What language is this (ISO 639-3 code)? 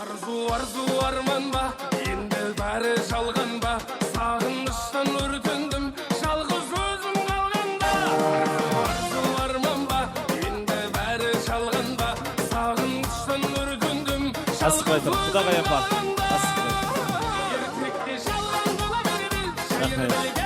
kaa